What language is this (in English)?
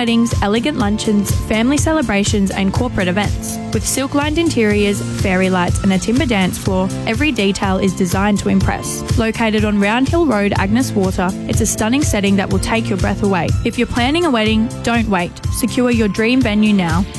English